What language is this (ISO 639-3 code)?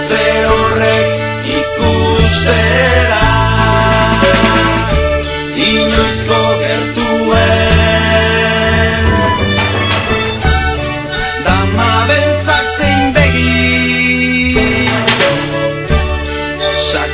eus